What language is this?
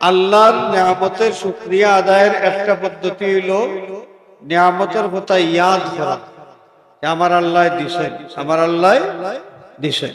Sylheti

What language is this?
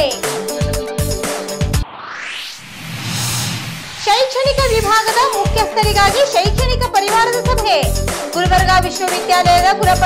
Kannada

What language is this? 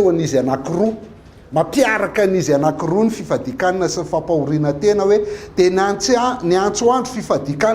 Malagasy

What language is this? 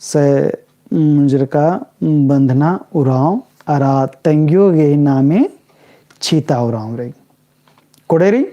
Kurukh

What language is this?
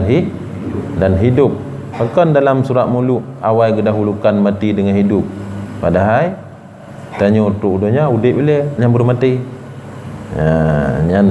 Achinese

